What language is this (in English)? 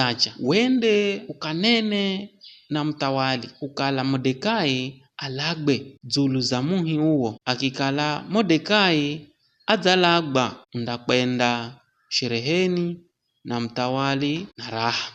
Giryama